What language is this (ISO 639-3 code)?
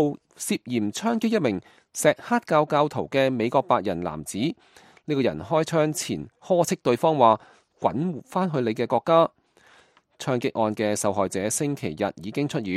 yue